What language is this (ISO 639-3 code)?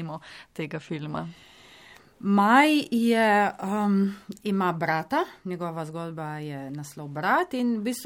slv